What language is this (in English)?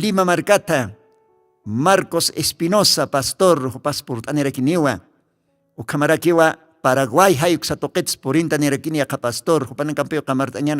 Aymara